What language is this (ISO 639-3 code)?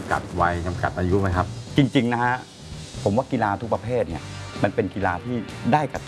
tha